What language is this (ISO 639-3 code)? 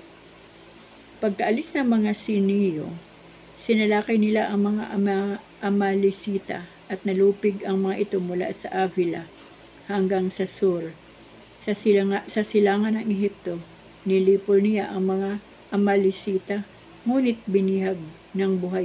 fil